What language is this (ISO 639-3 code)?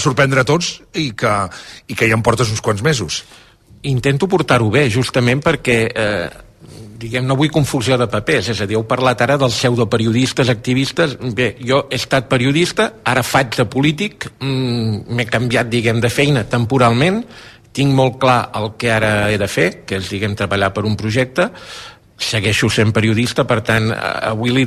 cat